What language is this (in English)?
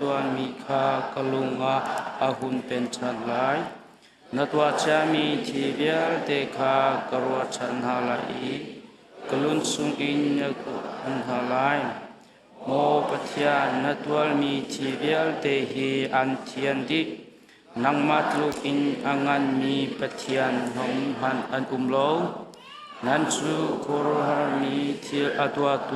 Hakha Chin